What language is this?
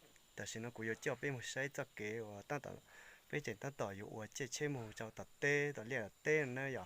Hmong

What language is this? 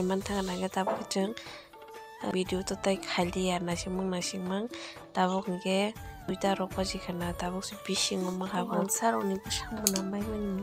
Kok Borok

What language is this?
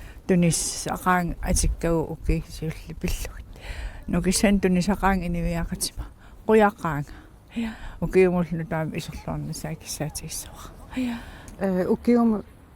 Kalaallisut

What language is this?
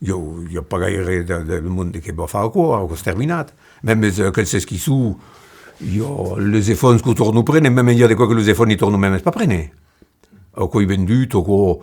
Occitan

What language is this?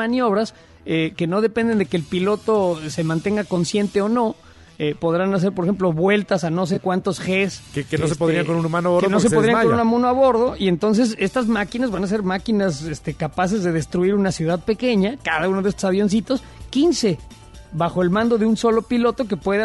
Spanish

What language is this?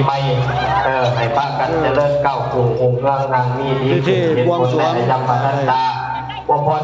Northeastern Thai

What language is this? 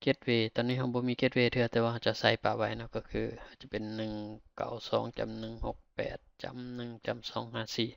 Lao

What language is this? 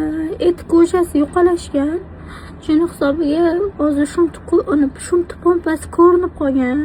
Uzbek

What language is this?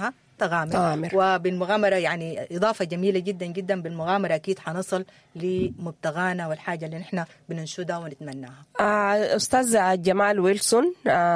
Sudanese Arabic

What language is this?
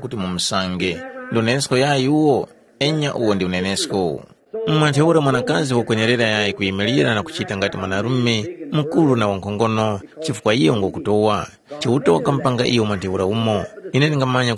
Tumbuka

